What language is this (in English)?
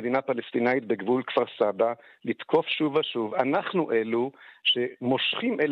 Hebrew